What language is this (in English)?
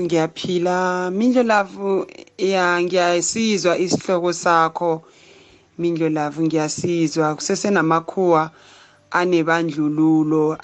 South Ndebele